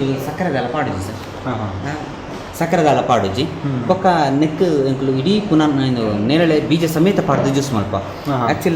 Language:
Tulu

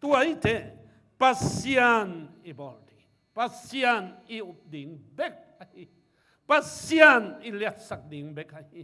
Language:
Tedim Chin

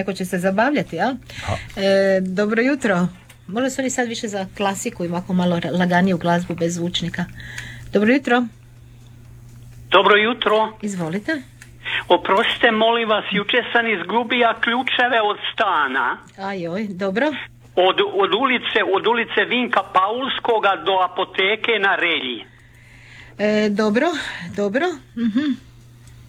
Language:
Croatian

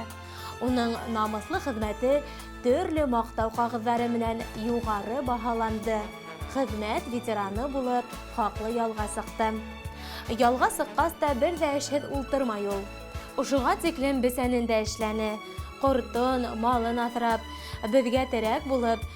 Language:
Bashkir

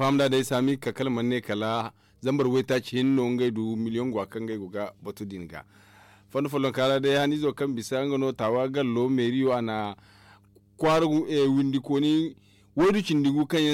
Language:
Zarma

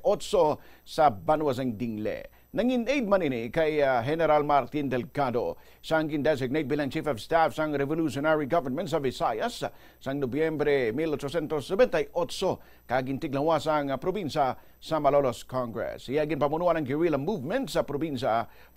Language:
Hiligaynon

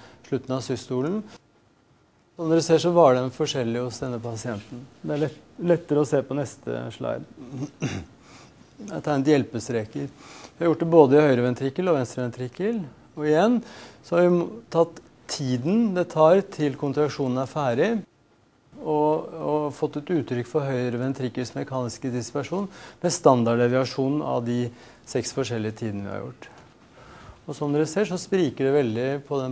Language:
Norwegian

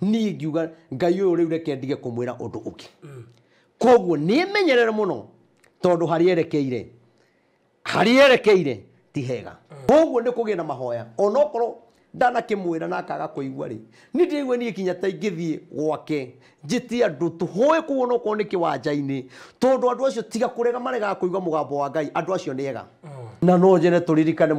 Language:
Kikuyu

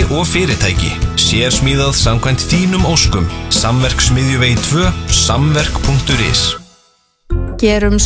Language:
Icelandic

